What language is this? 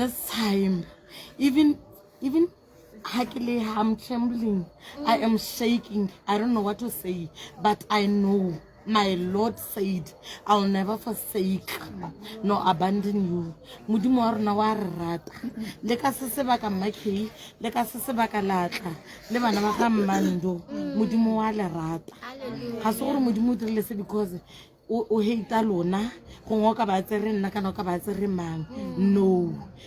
Tswana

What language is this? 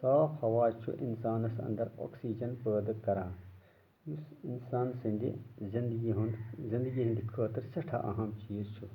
Kashmiri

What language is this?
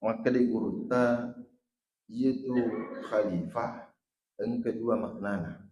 Buginese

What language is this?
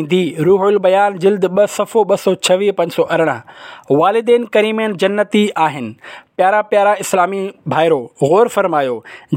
Sindhi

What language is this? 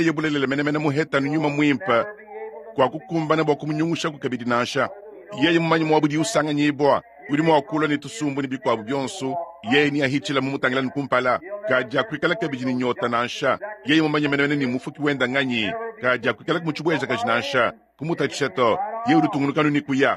Luba-Lulua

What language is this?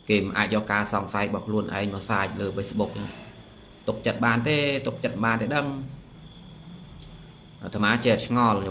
Khmer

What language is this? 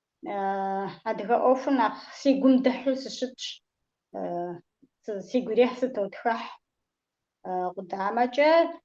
Kabardian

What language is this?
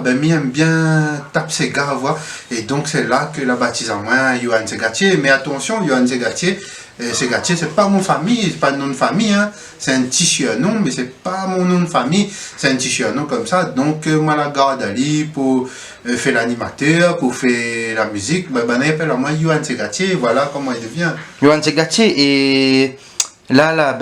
Réunion Creole French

